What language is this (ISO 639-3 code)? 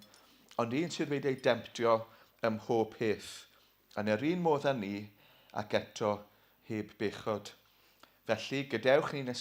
cym